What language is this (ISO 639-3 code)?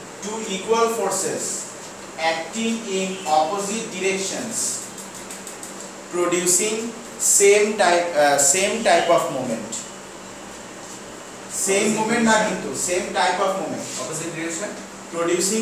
ben